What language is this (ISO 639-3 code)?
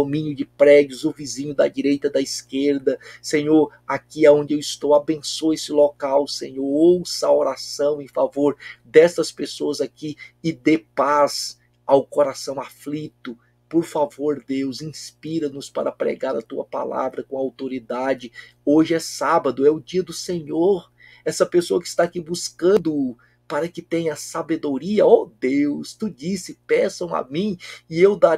por